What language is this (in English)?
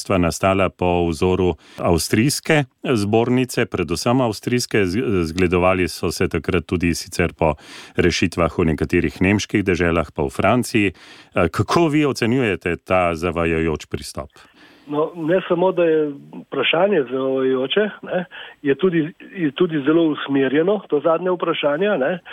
Slovenian